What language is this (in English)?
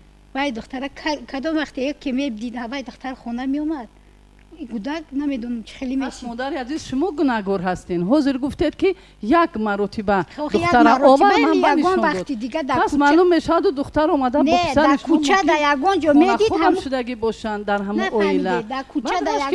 Tajik